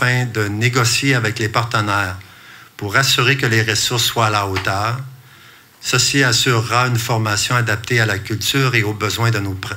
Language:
French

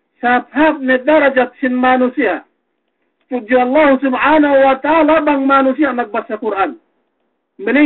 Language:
Yakan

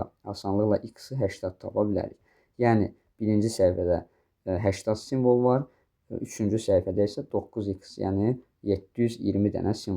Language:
Azerbaijani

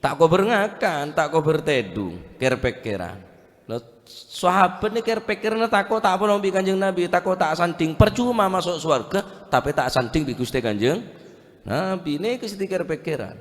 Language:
Madurese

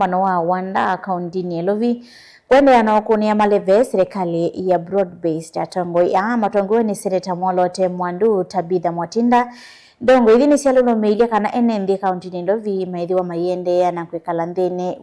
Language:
Kamba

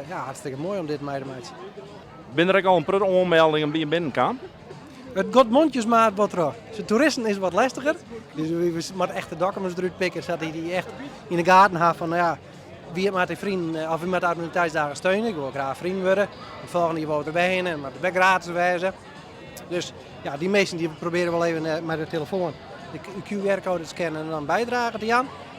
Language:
Western Frisian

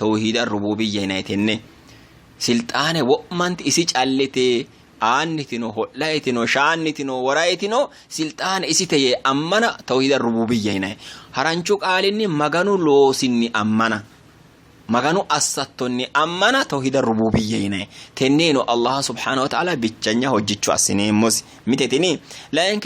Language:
Sidamo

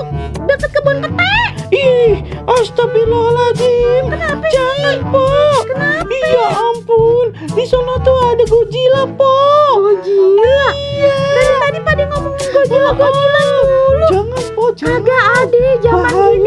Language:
Betawi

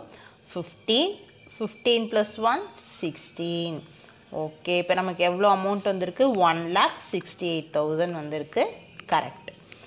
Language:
Tamil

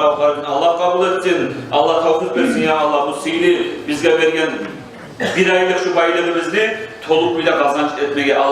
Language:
Kumyk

